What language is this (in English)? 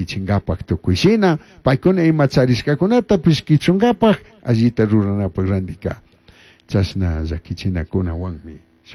Chimborazo Highland Quichua